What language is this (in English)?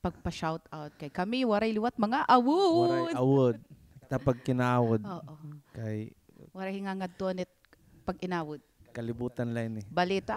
Waray